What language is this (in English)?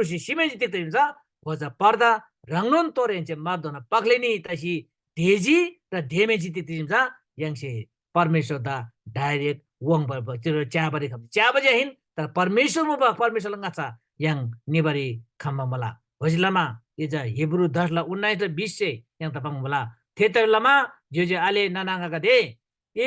Eastern Tamang